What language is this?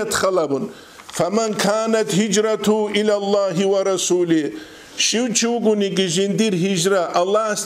Avaric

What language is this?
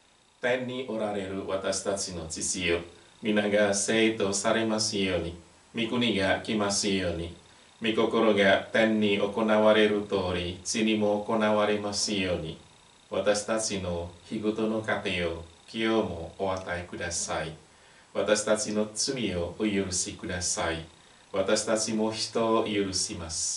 Japanese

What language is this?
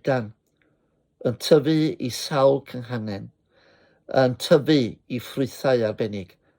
Welsh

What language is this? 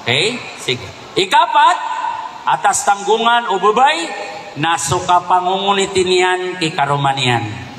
Maranao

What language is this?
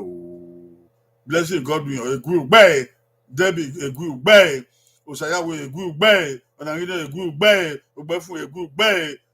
Bini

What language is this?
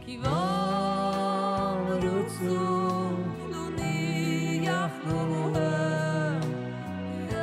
Yiddish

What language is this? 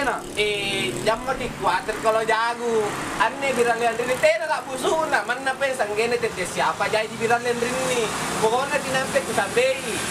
Makasar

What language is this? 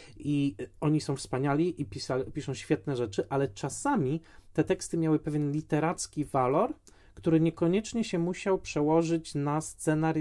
Polish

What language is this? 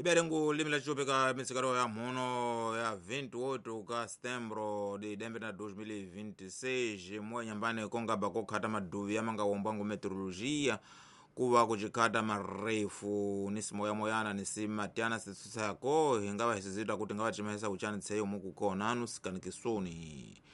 Tsonga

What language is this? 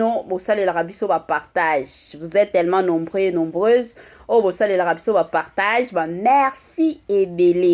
Lingala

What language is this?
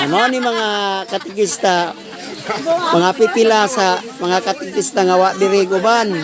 Cebuano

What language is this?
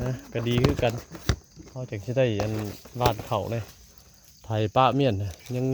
Northeastern Thai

